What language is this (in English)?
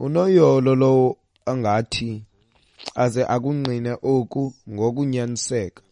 Xhosa